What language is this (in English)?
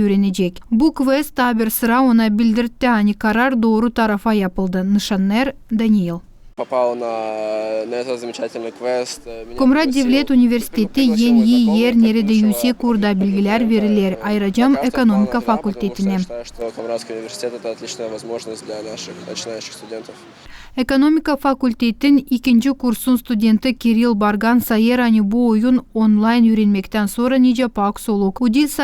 Gagauz